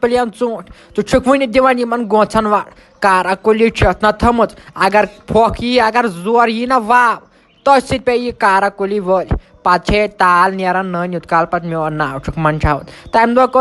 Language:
Kashmiri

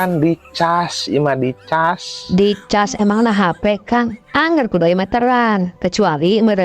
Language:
Sundanese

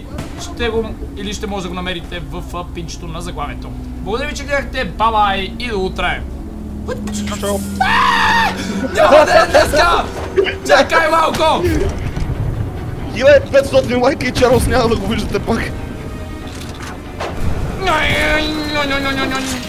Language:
Bulgarian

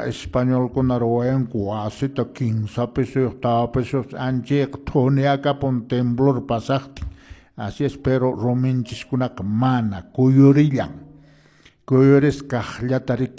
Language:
Quechua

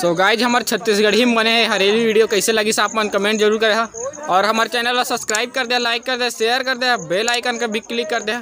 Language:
Chhattisgarhi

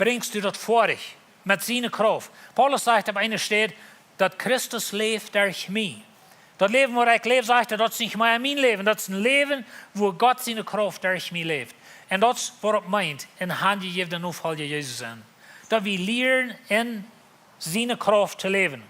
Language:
Plautdietsch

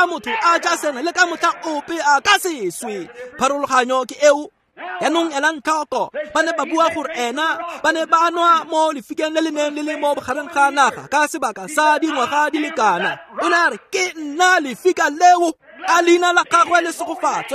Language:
Tswana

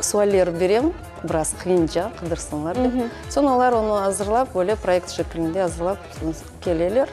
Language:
Crimean Tatar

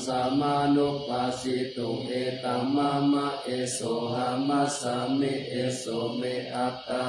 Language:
Pali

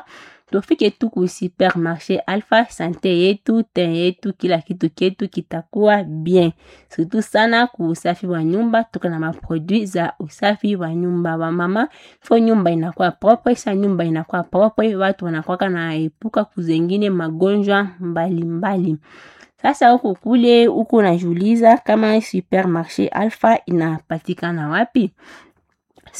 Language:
Swahili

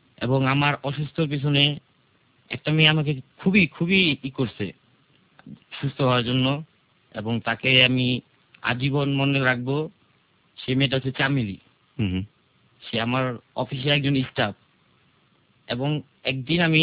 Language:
Bangla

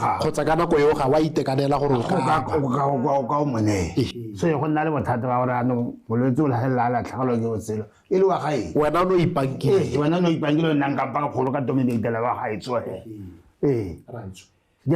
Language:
Tswana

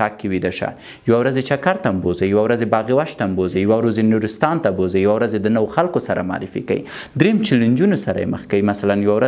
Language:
Pashto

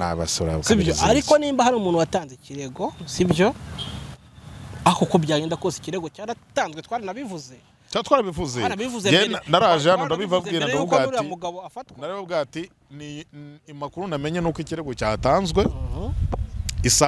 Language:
Kinyarwanda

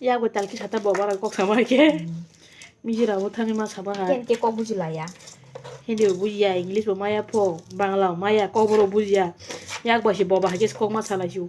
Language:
Kok Borok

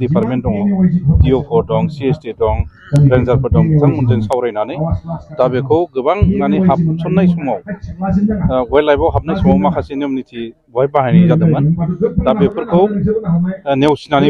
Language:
Bodo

